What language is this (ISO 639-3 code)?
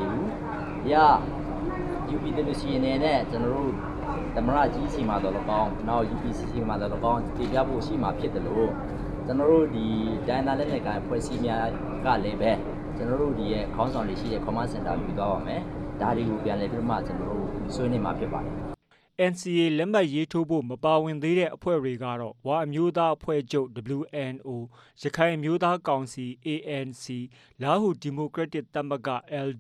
mya